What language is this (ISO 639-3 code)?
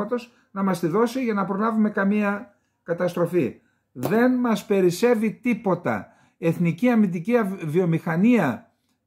ell